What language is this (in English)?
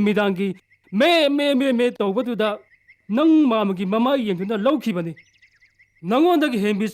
Manipuri